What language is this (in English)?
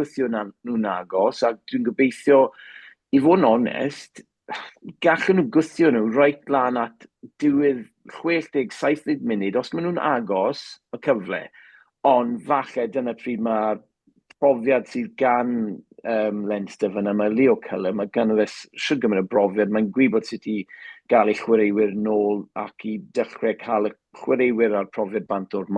Welsh